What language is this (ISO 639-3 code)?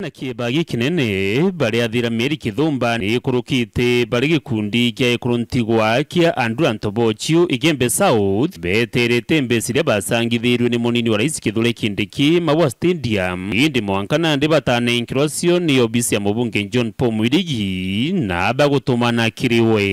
mer